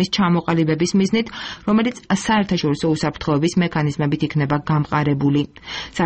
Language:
Georgian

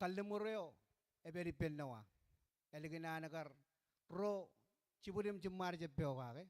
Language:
Marshallese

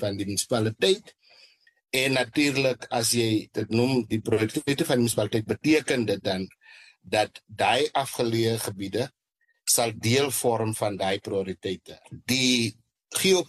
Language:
Afrikaans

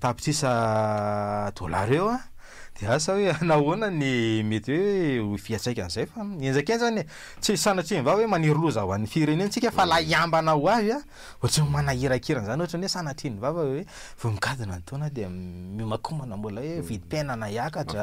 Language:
Malagasy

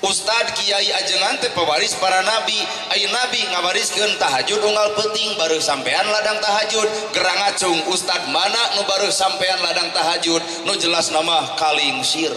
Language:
Sundanese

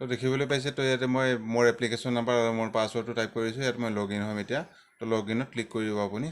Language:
Assamese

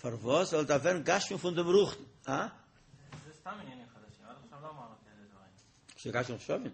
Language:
Yiddish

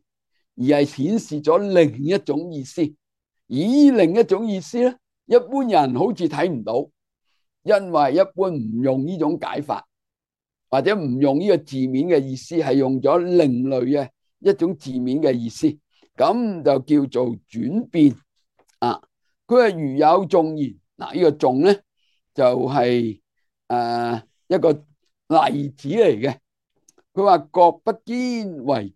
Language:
Cantonese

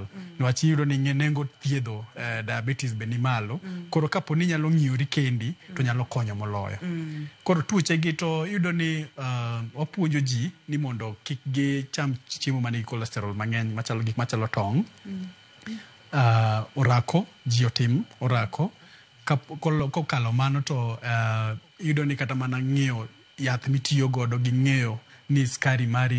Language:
Luo (Kenya and Tanzania)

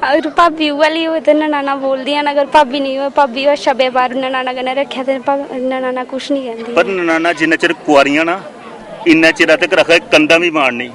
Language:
Dogri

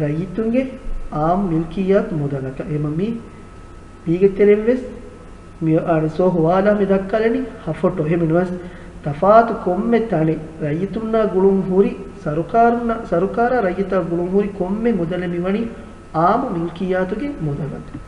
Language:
Divehi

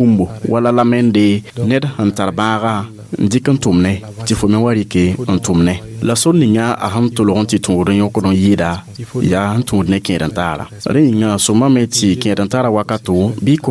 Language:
Mossi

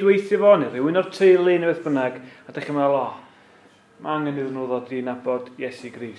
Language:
Welsh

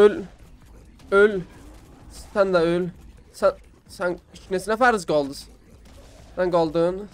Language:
South Azerbaijani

